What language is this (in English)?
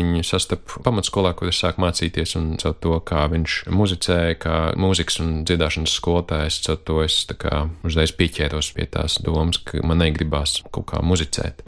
Latvian